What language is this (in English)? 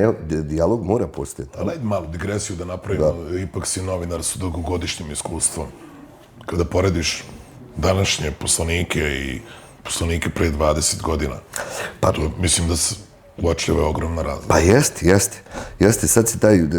Bosnian